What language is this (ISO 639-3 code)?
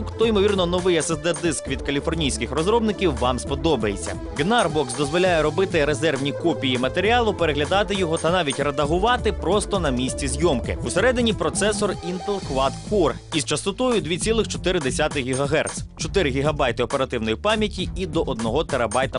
ukr